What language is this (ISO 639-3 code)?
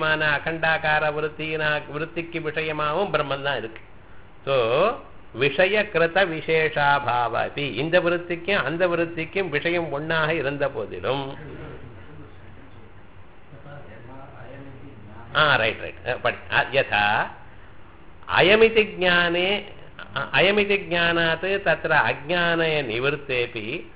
tam